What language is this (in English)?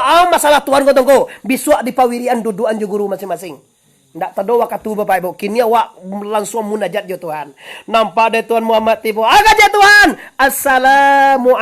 Minangkabau